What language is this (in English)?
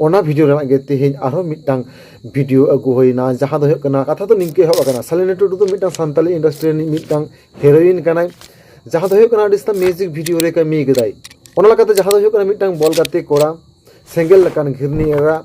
Santali